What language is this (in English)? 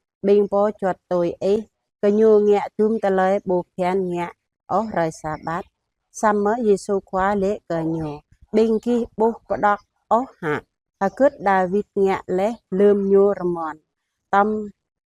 Jarai